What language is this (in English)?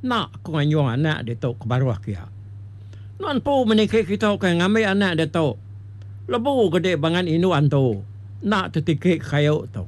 Iban